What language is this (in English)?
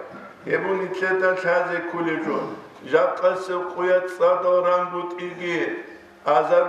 Avaric